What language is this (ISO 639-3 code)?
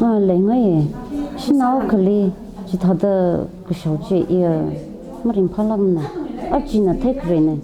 nmf